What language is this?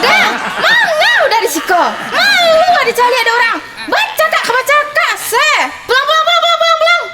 Minangkabau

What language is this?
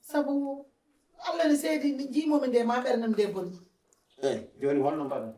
Fula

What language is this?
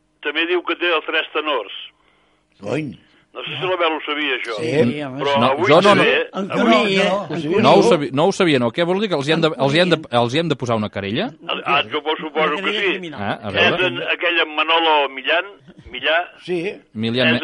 Catalan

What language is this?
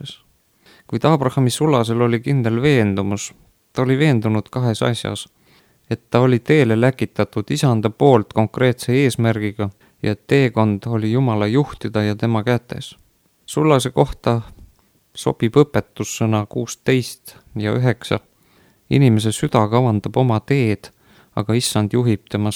Estonian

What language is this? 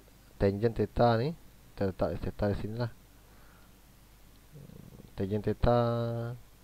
Malay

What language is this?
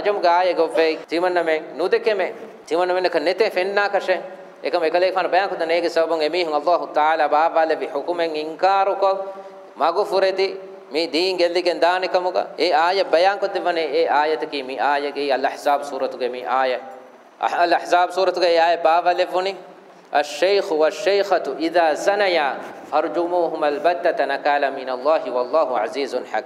Divehi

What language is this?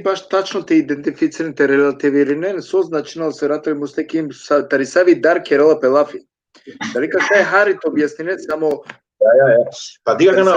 Balkan Romani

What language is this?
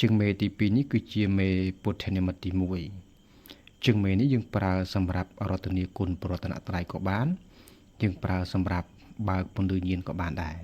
Khmer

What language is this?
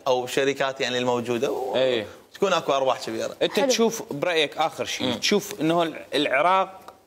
Mesopotamian Arabic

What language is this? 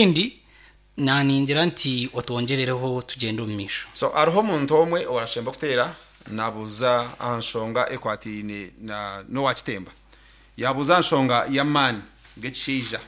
Nyankole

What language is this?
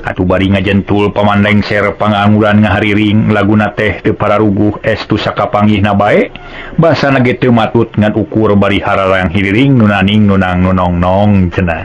Sundanese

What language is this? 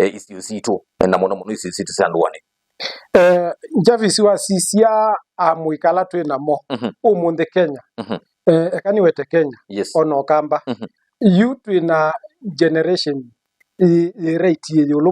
Kamba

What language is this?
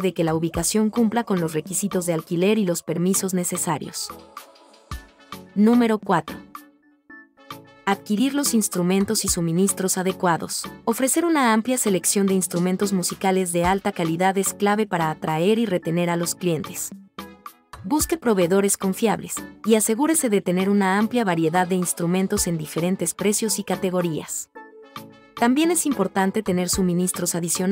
Spanish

